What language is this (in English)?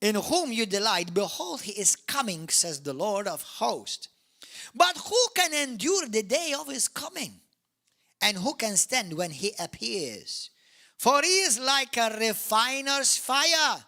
English